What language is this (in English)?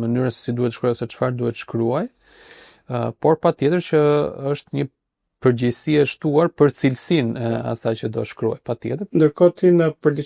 Albanian